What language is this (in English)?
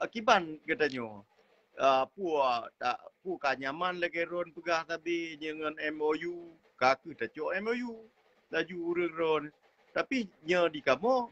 Achinese